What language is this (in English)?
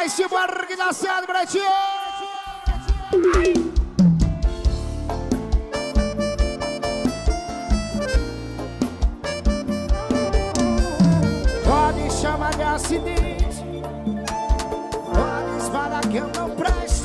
Portuguese